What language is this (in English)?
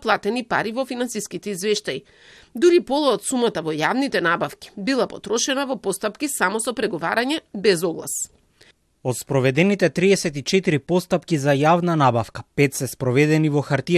Macedonian